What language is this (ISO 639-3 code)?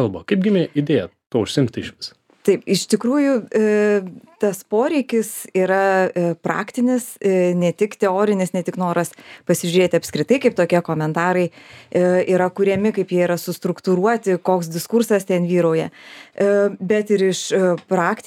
lit